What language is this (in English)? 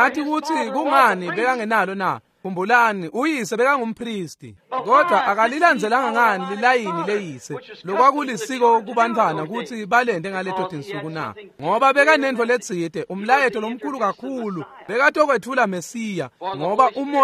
Swati